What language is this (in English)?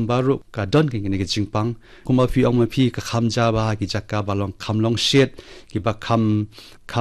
Khasi